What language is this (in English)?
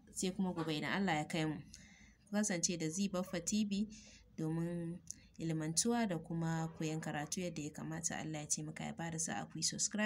Hausa